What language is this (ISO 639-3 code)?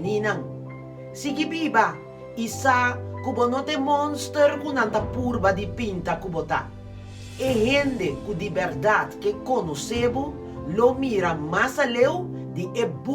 pap